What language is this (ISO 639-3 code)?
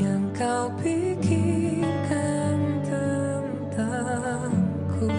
abs